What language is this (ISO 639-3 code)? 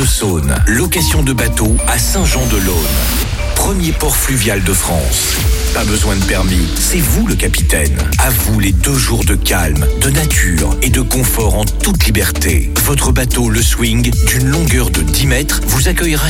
fra